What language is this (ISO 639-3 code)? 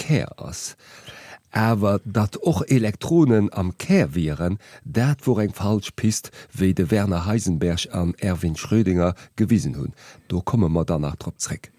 ltz